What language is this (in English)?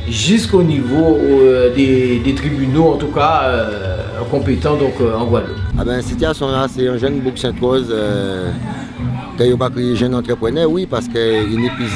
Guadeloupean Creole French